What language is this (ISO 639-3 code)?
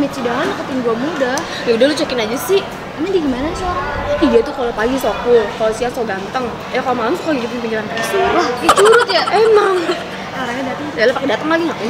bew